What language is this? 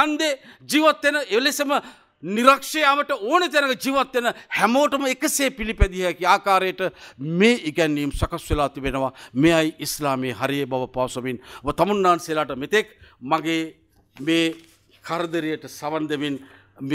Sinhala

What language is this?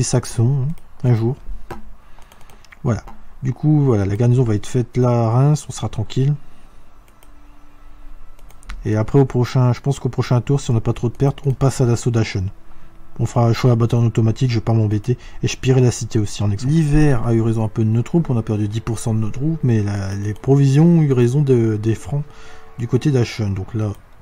French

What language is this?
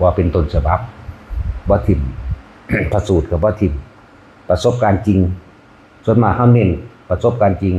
Northeastern Thai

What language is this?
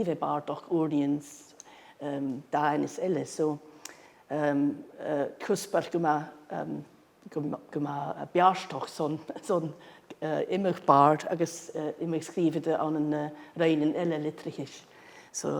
Scottish Gaelic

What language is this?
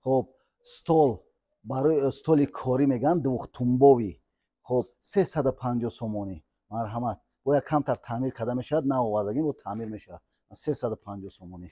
Tajik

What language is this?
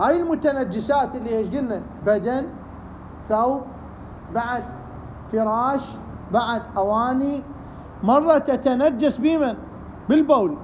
Mesopotamian Arabic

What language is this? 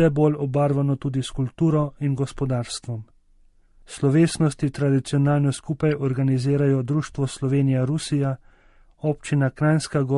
Slovenian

